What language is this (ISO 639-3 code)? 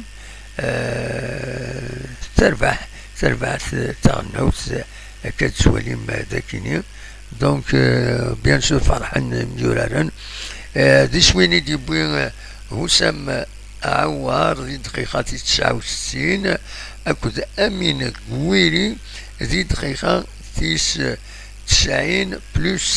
kab